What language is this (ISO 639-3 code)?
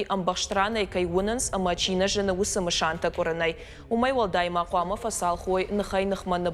oss